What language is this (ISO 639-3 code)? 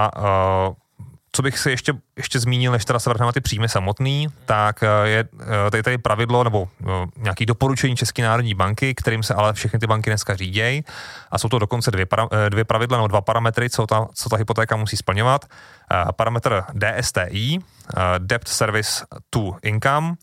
ces